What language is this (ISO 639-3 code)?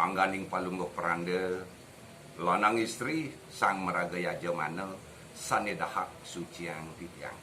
ban